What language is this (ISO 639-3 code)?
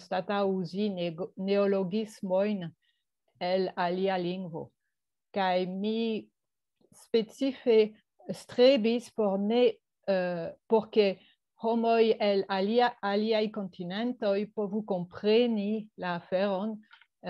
epo